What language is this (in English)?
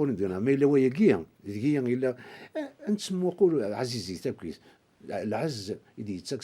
Kabyle